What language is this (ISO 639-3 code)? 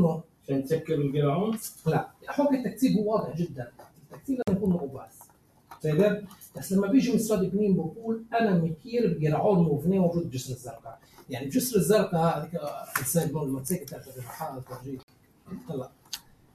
apc